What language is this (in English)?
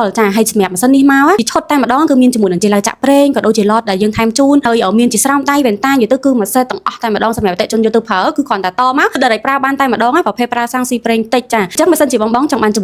Khmer